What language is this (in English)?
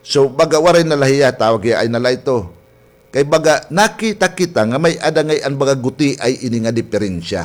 Waray